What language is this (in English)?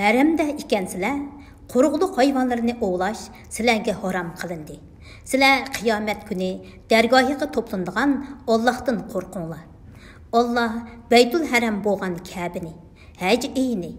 Uyghur